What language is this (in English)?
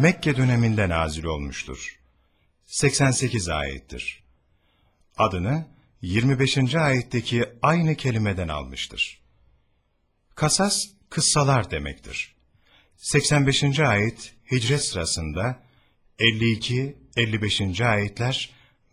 Turkish